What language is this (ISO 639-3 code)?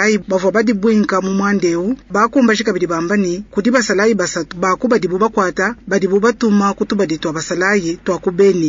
lua